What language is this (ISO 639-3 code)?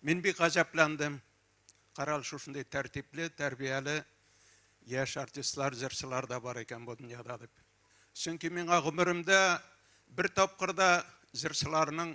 tat